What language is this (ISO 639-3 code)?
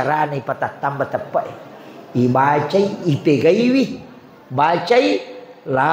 bug